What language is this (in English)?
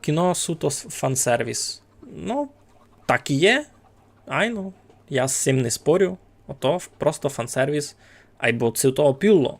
Rusyn